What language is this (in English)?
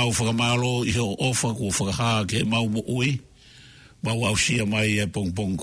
Tongan